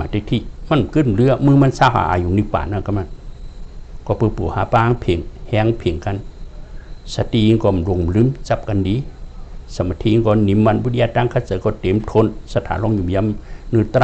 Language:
Shan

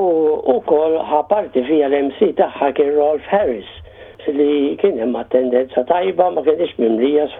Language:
Maltese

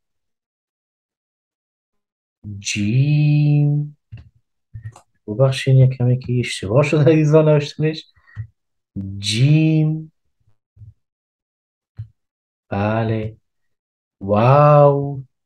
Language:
Persian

